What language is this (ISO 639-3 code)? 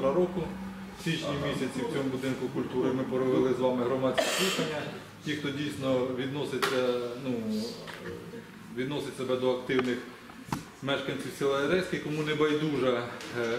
ukr